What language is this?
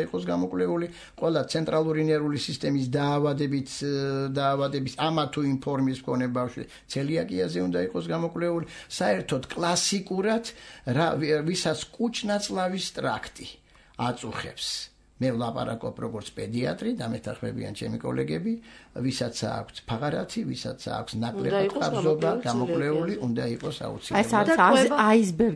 Georgian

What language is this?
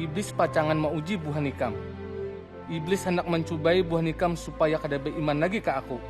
Banjar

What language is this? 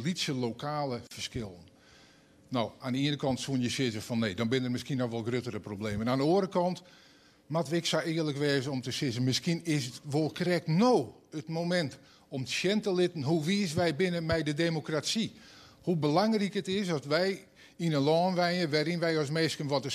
Western Frisian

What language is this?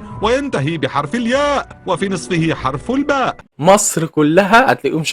Egyptian Arabic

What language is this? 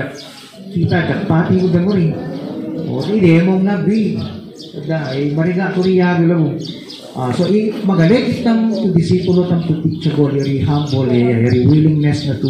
Filipino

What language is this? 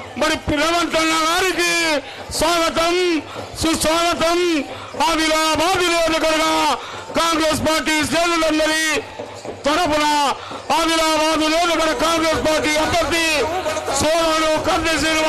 Telugu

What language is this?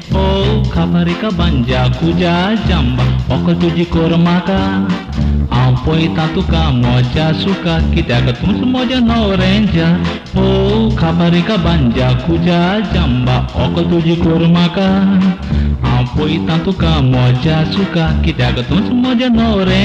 Konkani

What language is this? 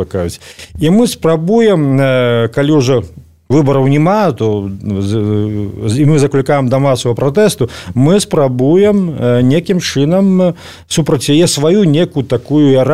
Belarusian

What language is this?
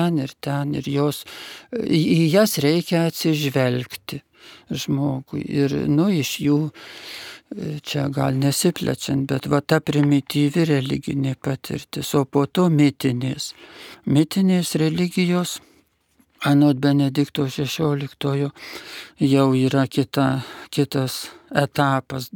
Lithuanian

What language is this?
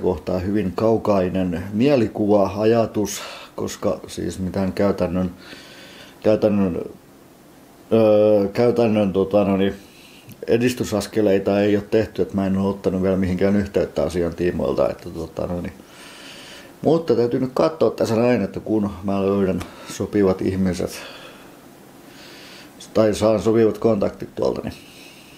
Finnish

